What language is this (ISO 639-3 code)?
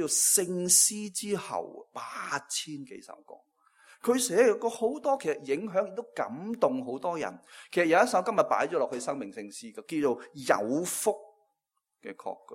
yue